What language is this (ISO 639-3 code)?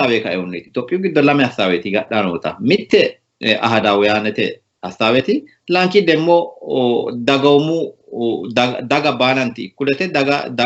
sid